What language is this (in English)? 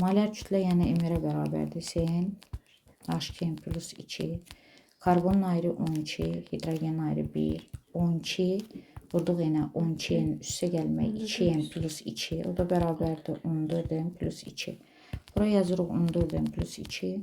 Azerbaijani